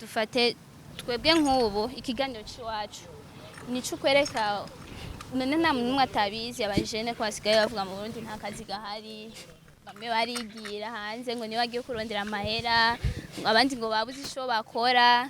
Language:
Rundi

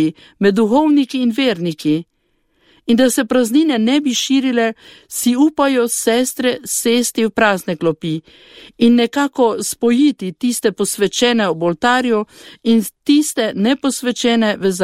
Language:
Slovenian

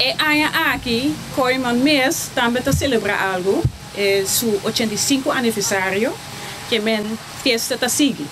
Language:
Papiamento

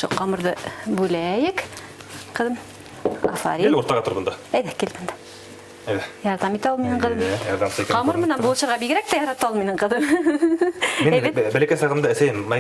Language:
Bashkir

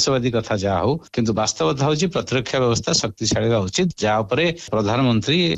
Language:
Odia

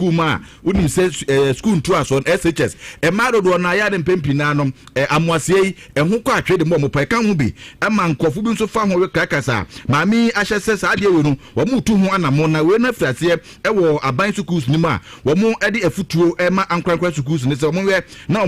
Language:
Akan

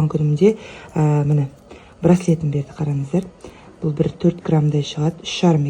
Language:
Kazakh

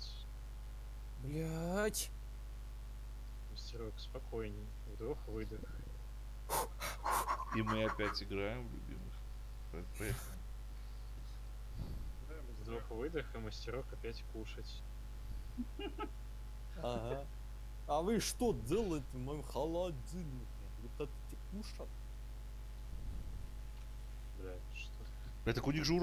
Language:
Russian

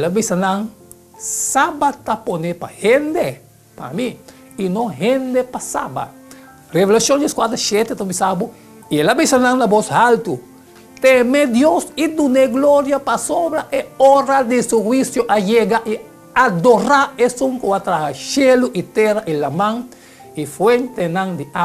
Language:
Papiamento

